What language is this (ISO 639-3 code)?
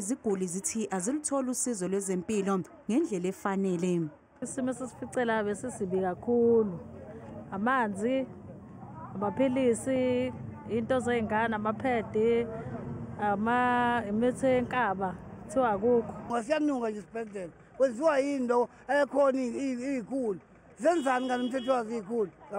zul